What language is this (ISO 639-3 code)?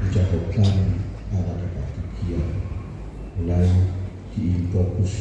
bbc